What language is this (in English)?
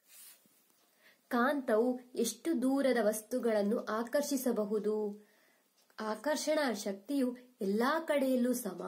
Kannada